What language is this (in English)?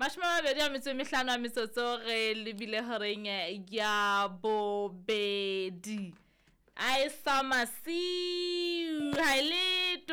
Southern Sotho